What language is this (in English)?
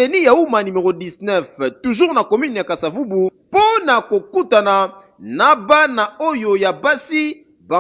Lingala